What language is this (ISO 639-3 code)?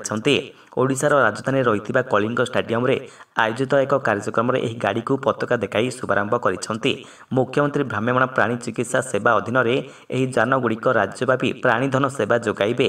ori